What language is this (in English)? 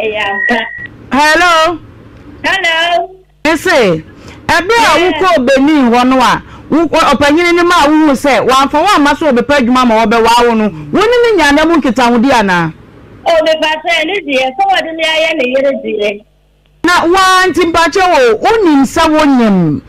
Akan